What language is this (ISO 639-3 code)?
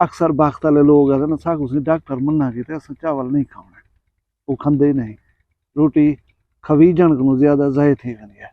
skr